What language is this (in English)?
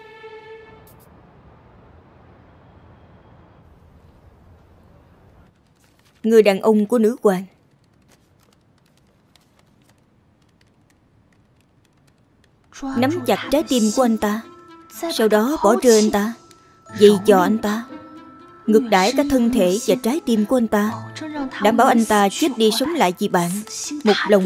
Vietnamese